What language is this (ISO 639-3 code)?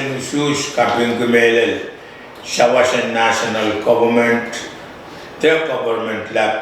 pon